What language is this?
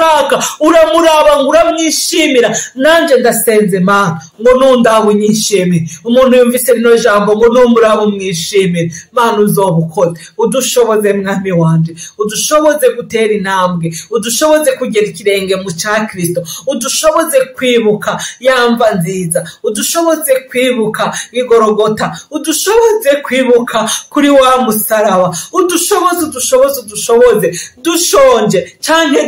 Rundi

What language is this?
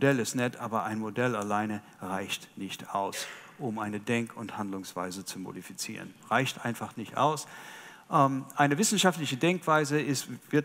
German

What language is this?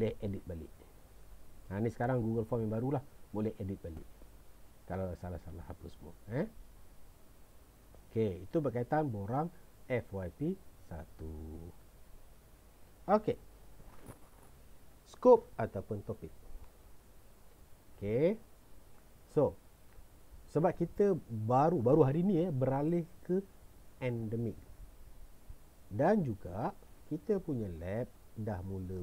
Malay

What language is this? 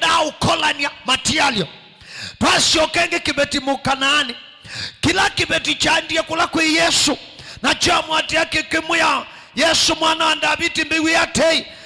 Kamba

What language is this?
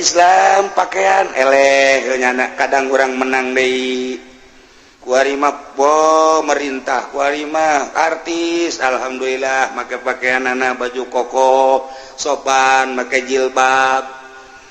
Sundanese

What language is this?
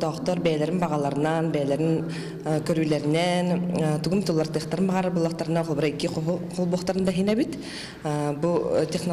Yakut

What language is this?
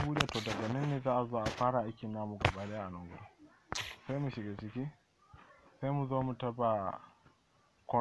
Hausa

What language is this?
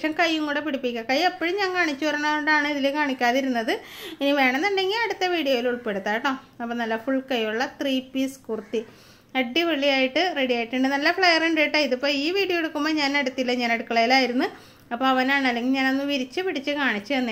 Malayalam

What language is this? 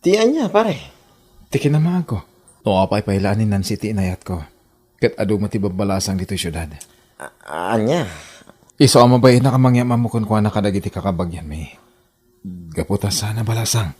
Iloko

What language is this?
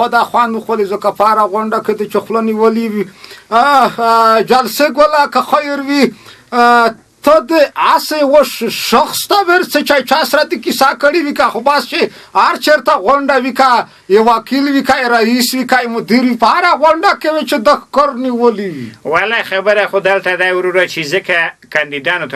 Pashto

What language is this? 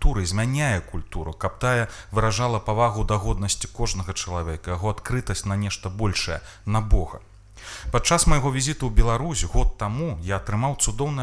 Belarusian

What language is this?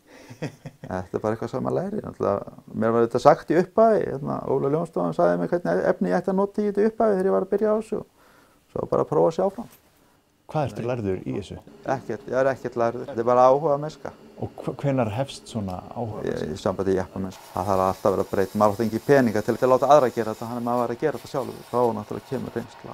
Icelandic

